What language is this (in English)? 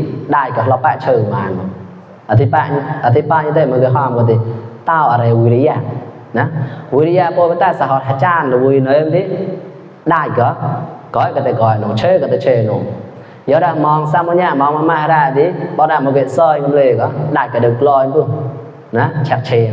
Mon